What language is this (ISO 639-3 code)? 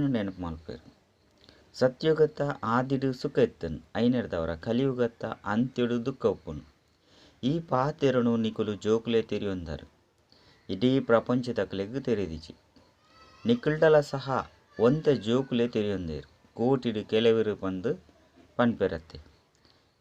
tcy